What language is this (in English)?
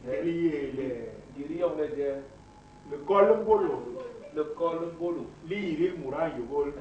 Basaa